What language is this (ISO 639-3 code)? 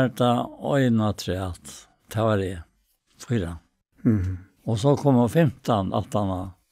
fao